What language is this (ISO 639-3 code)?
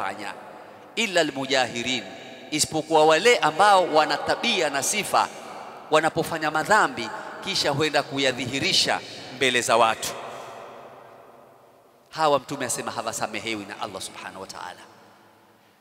swa